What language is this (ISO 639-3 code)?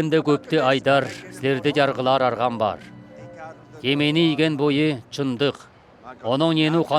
alt